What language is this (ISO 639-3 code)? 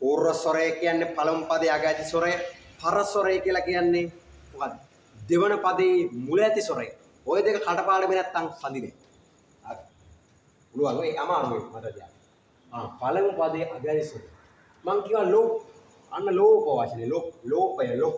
sin